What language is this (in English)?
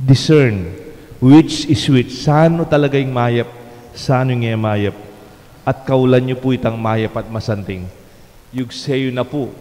Pampanga